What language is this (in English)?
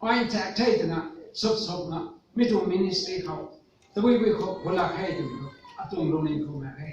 Rongmei Naga